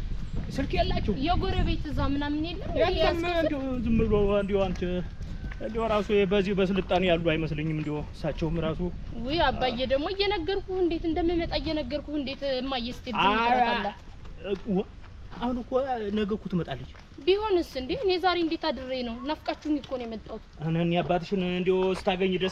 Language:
Amharic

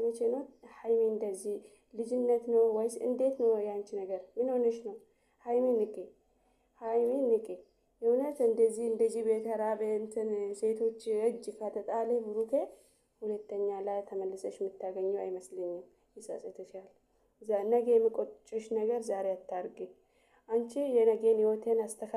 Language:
Amharic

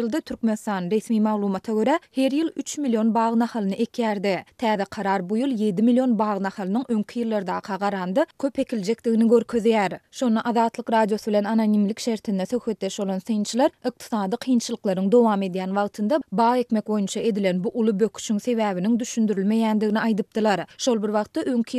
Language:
Turkmen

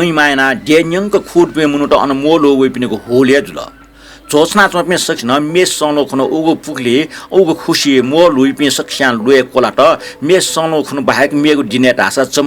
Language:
Newari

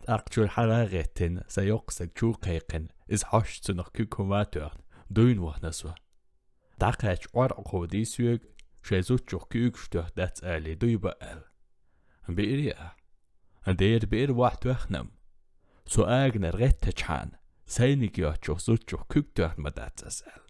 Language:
Chechen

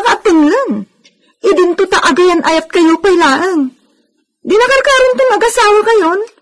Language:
Iloko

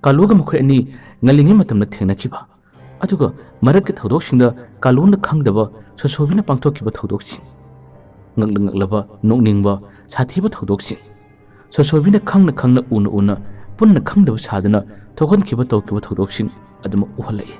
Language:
Manipuri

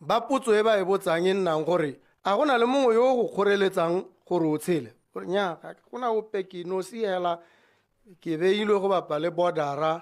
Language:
Tswana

